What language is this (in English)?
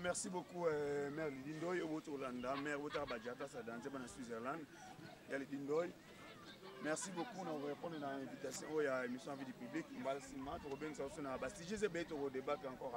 Lingala